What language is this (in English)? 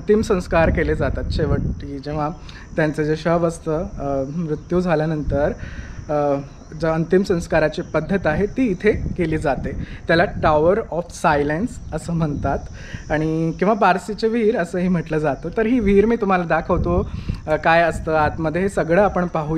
Marathi